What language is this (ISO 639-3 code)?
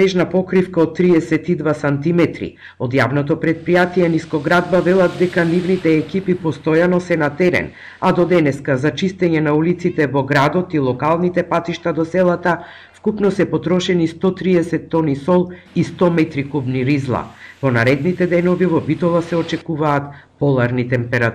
mkd